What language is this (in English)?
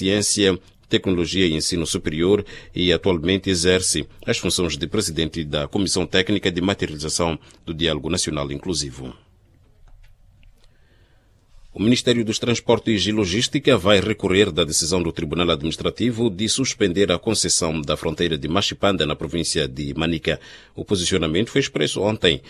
Portuguese